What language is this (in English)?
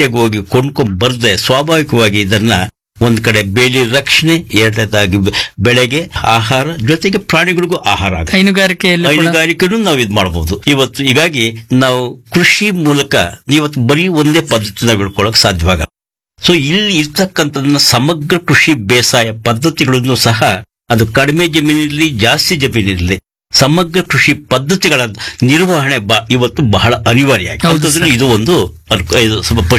Kannada